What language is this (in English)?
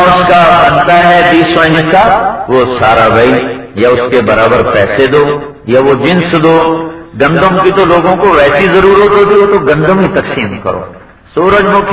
Urdu